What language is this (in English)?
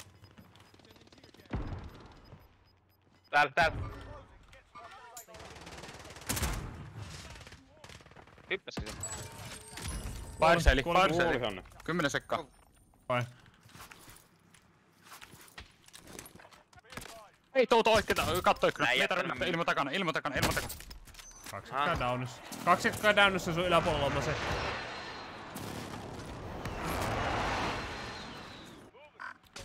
Finnish